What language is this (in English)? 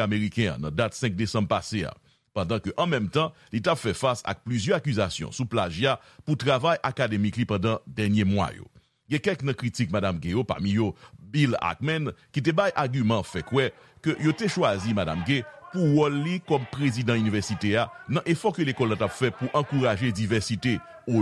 Haitian Creole